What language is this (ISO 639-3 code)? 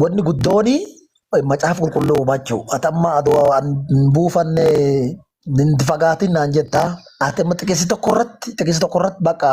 orm